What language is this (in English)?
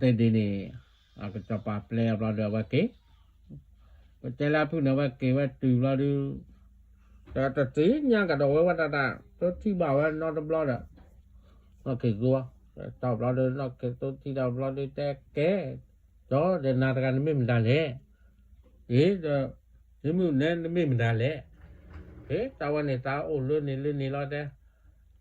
S'gaw Karen